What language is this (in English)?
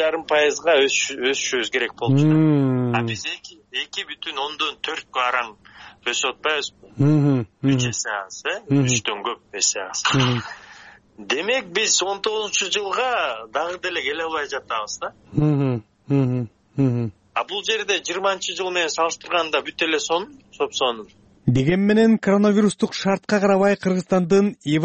Kyrgyz